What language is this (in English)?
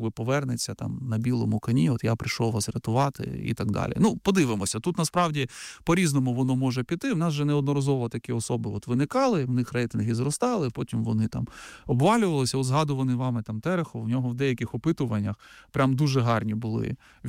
Ukrainian